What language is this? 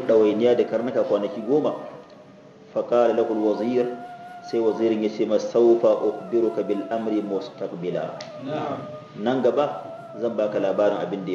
Hausa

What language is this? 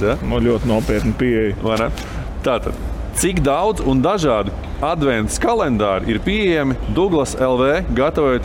Latvian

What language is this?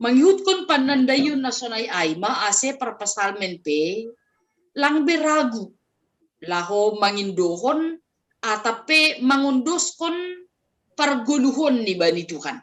Batak Simalungun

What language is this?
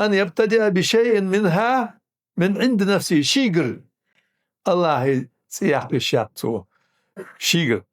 Ingush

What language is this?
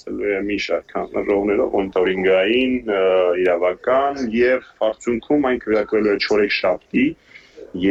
Armenian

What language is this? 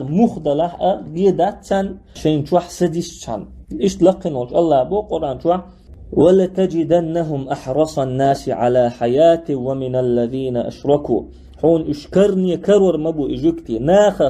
Chechen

